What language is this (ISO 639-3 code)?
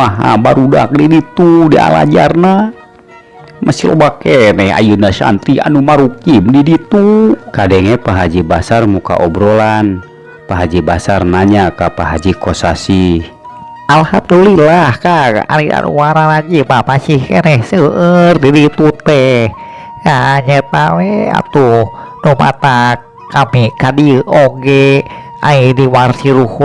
sun